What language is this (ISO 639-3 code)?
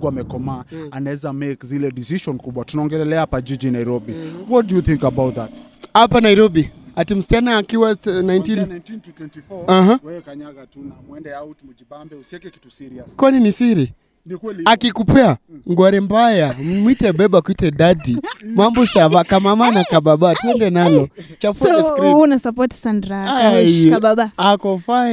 swa